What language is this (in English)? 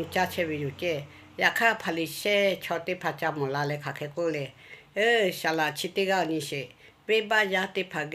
Lahu